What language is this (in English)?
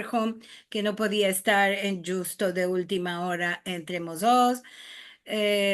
Ladino